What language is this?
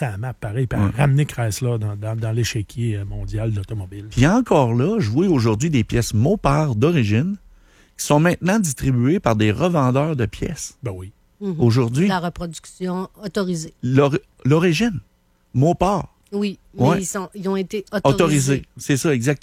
French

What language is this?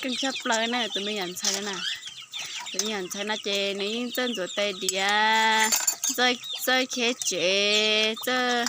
Hmong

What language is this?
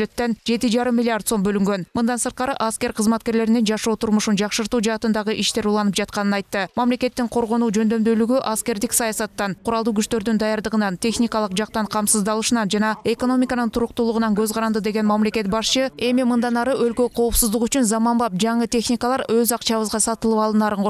Kyrgyz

